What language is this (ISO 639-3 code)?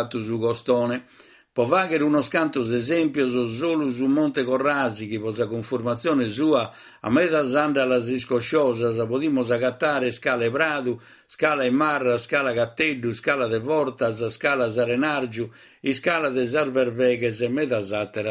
srd